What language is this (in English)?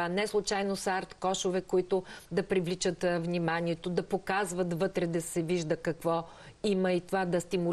Bulgarian